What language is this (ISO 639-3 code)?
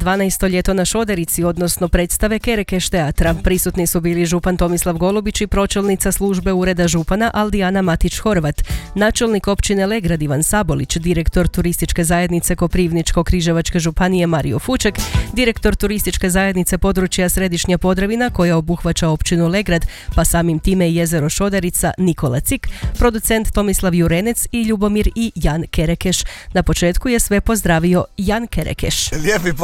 hrv